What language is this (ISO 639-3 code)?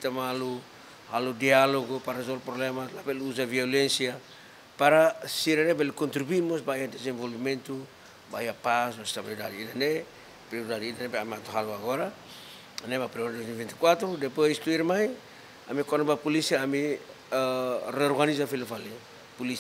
tet